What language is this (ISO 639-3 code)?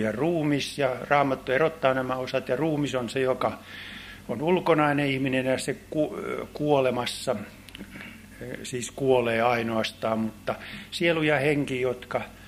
fin